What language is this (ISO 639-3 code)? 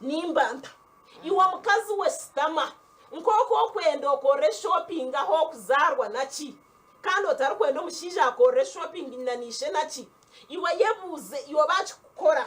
nyn